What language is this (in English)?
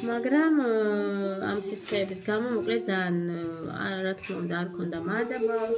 Georgian